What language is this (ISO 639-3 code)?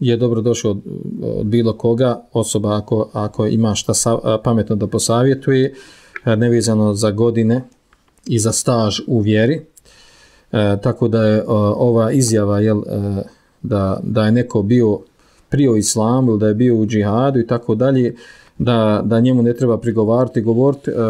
bos